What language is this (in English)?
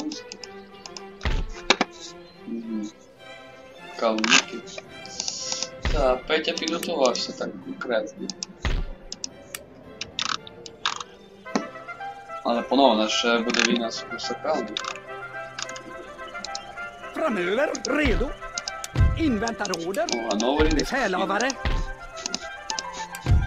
Ukrainian